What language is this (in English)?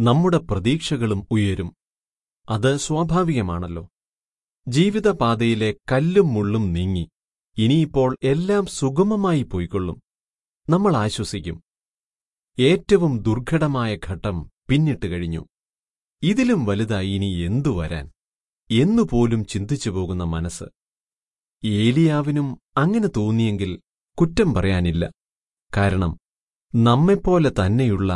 Malayalam